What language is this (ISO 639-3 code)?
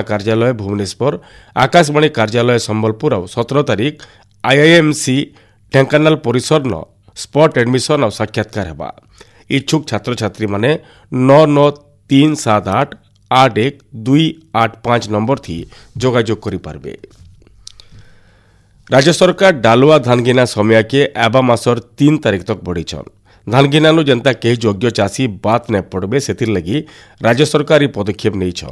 ori